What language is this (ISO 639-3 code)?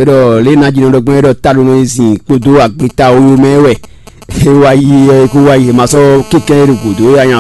fon